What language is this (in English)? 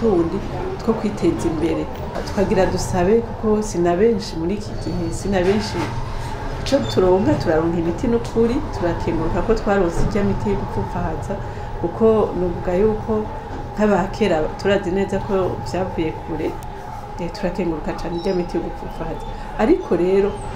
Rundi